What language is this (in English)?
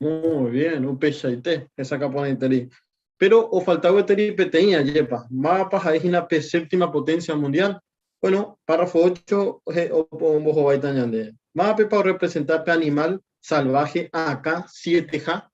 Guarani